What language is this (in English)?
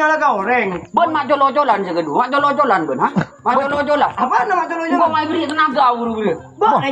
Madurese